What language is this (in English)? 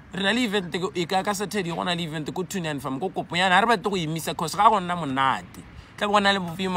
Tswana